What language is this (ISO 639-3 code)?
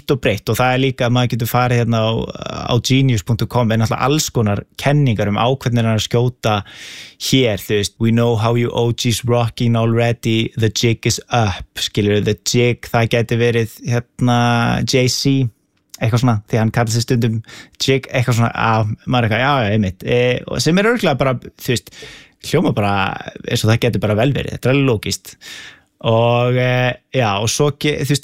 isl